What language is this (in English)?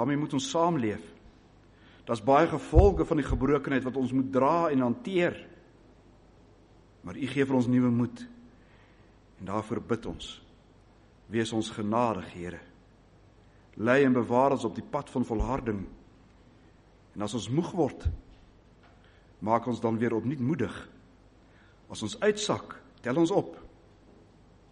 Afrikaans